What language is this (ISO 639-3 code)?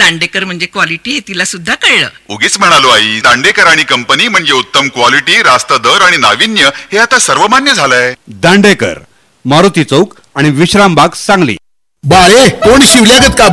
mar